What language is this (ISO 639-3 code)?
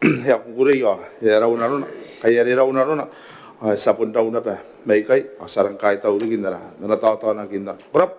gil